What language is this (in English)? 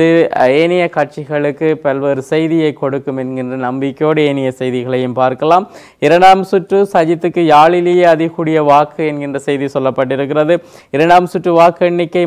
Tamil